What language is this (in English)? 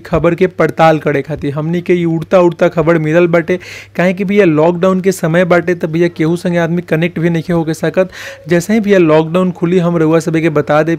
Bhojpuri